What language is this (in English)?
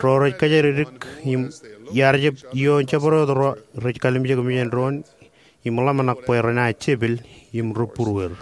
Marshallese